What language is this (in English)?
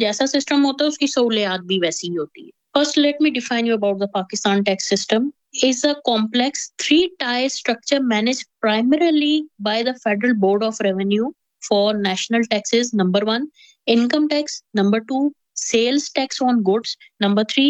Urdu